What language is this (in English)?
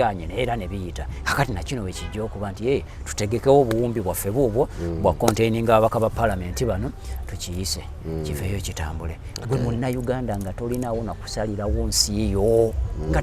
Ganda